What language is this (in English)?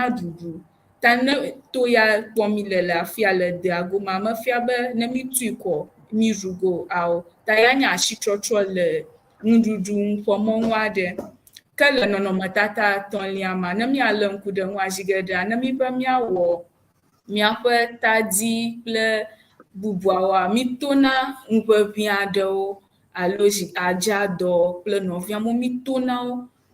Ewe